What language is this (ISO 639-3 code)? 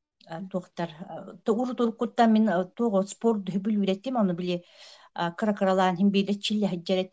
sah